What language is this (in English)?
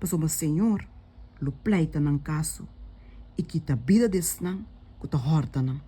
Papiamento